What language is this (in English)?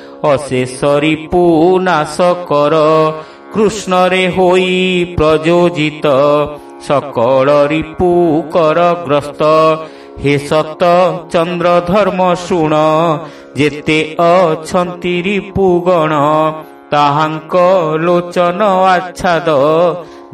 Odia